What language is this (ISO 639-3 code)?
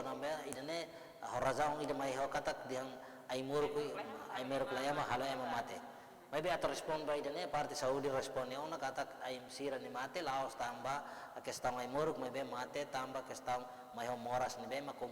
tet